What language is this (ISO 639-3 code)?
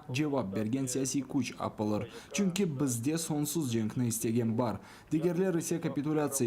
crh